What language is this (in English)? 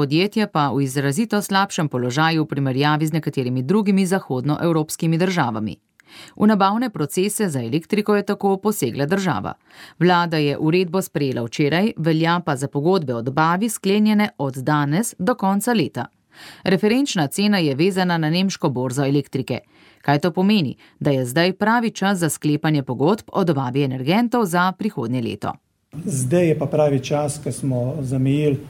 Slovenian